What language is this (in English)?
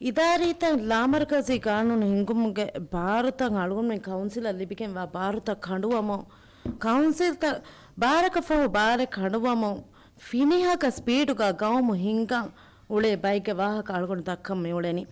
Divehi